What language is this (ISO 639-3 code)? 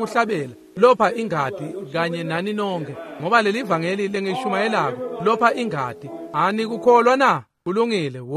ssw